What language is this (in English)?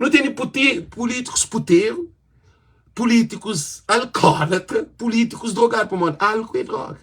Kabuverdianu